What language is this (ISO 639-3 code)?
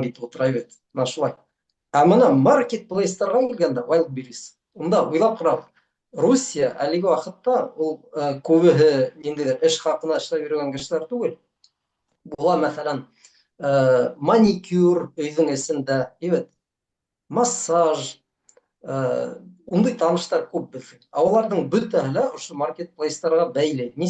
bak